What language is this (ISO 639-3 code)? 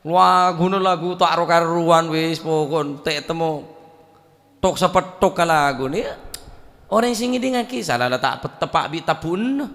mad